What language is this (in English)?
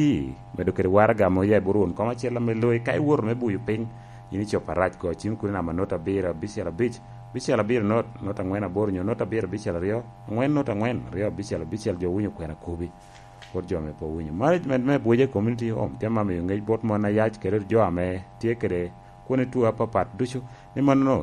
Lango (Uganda)